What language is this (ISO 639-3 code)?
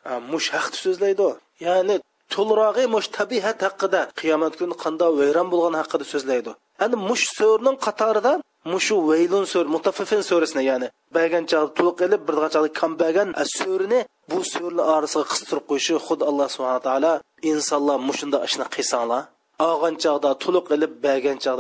uig